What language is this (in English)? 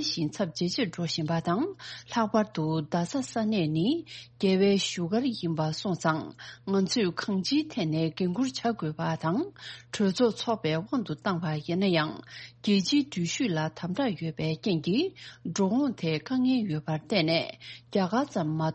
Tibetan